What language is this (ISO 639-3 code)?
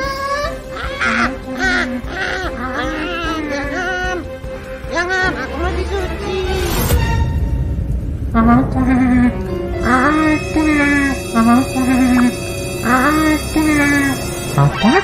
msa